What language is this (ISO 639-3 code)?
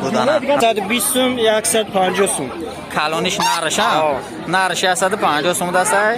tgk